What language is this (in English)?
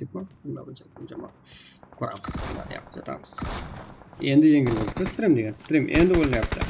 Kara-Kalpak